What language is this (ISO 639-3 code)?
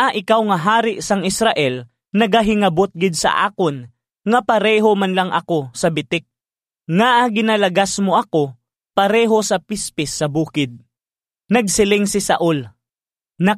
hil